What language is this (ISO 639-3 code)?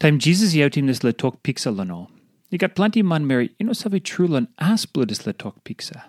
tpi